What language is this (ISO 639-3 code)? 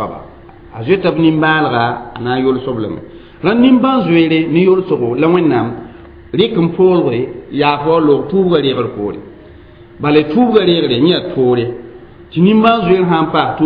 mos